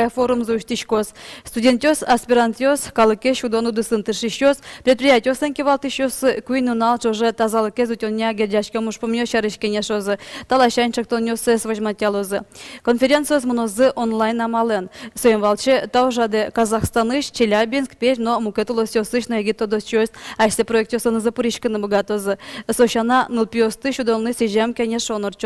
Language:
Udmurt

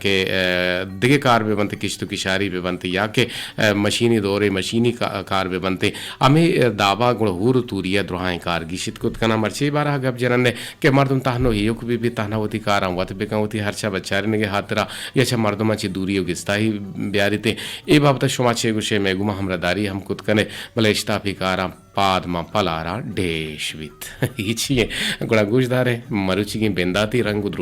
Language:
Eastern Balochi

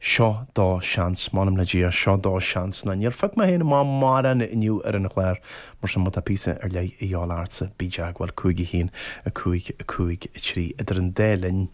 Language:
Irish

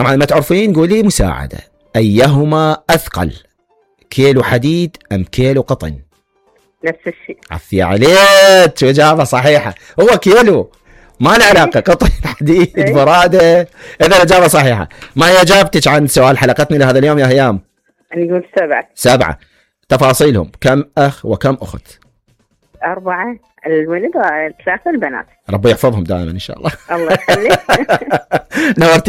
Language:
Mesopotamian Arabic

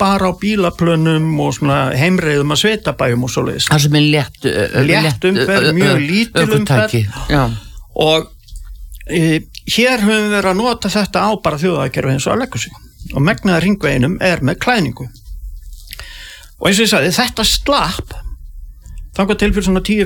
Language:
Icelandic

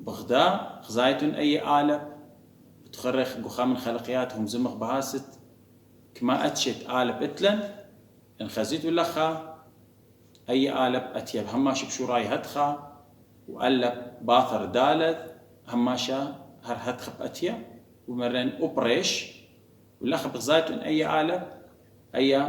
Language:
Assyrian Neo-Aramaic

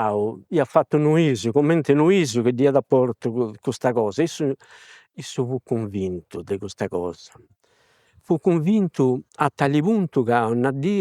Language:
Sardinian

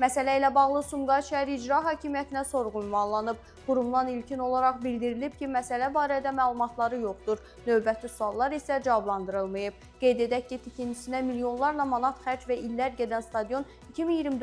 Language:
Azerbaijani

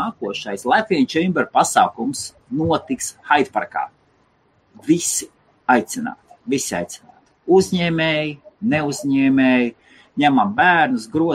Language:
Latvian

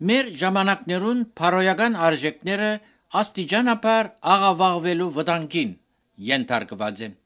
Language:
Armenian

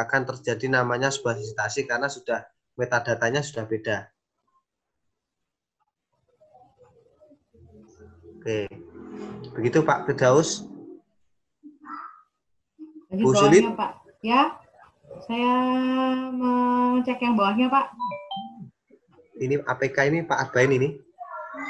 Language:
Indonesian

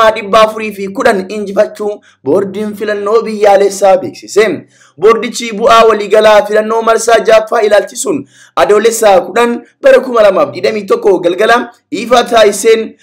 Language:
Oromo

